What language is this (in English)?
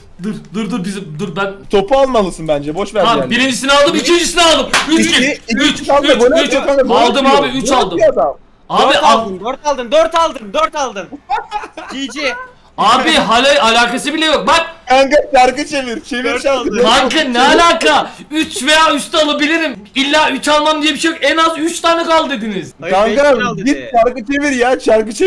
Turkish